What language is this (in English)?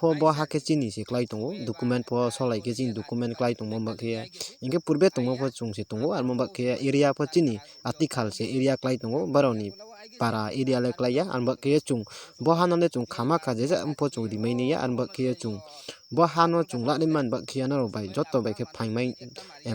Riang (India)